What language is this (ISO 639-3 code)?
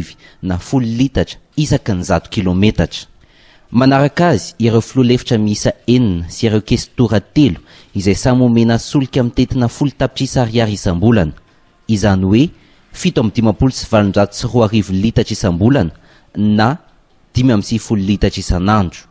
mlg